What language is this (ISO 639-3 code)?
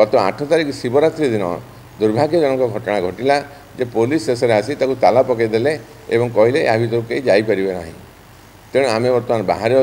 ori